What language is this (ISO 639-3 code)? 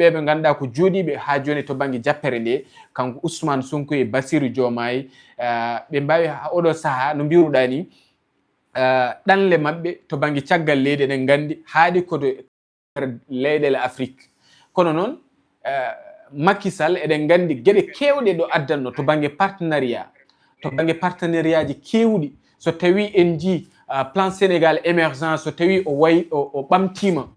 ful